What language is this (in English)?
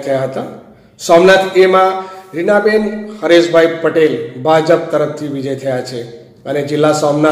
Gujarati